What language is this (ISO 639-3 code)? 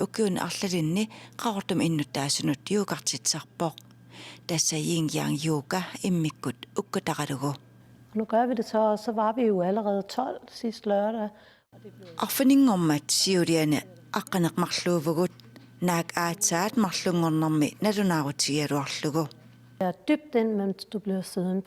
kal